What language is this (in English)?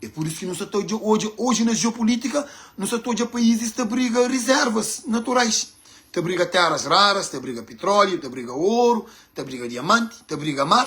Kabuverdianu